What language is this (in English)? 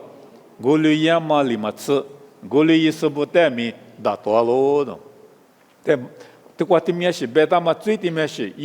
Lisu